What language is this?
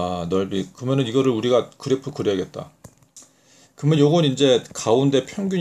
Korean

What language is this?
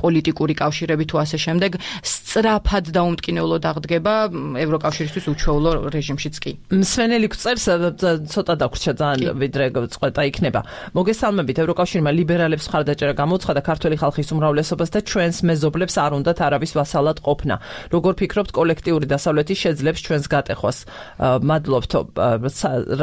Georgian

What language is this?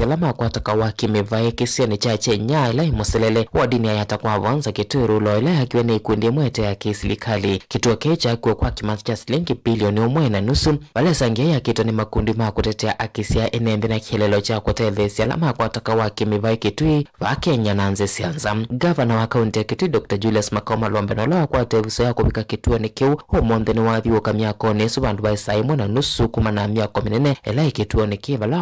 Kamba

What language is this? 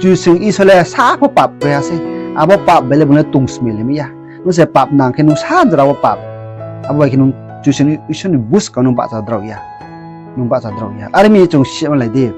Riang (India)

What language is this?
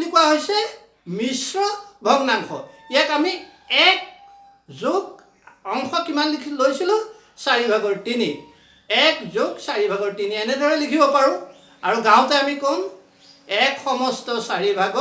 Assamese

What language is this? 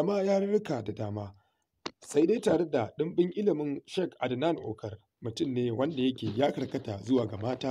Hausa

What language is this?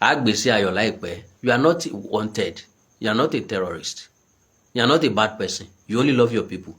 Yoruba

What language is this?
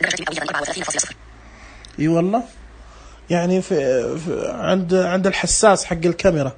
Najdi Arabic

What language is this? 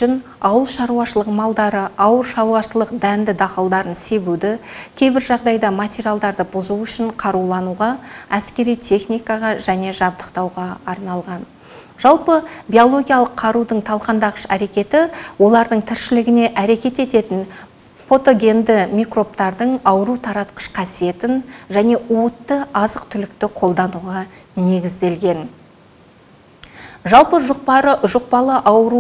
Kazakh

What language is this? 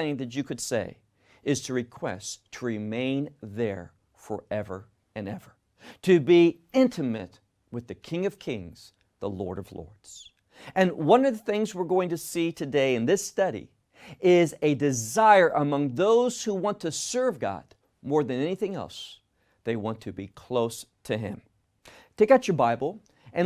English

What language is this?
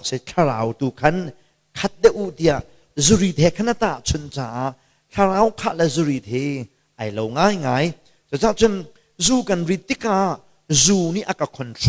Hakha Chin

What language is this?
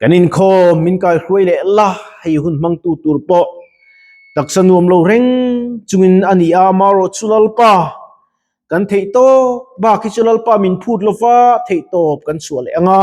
Mizo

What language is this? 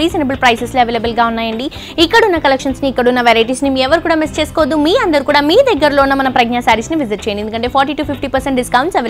Telugu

